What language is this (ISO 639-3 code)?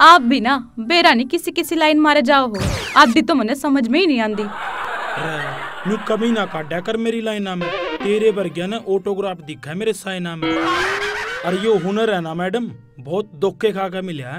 bgc